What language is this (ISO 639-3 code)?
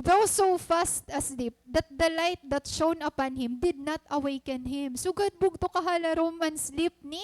war